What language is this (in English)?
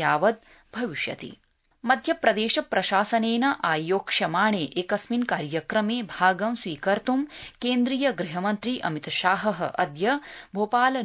Sanskrit